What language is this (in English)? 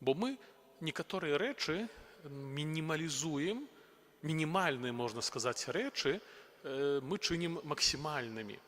Belarusian